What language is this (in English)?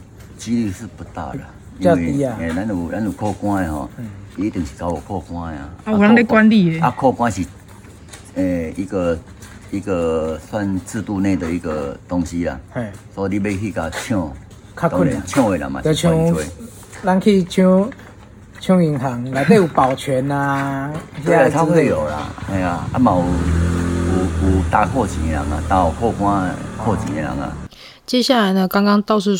Chinese